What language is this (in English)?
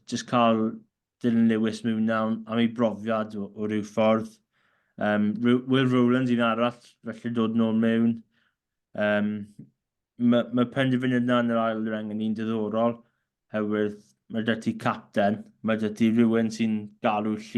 Welsh